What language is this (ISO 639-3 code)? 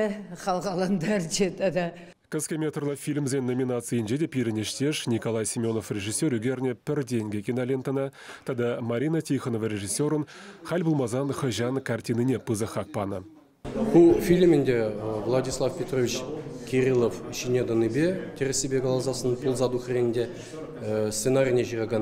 chv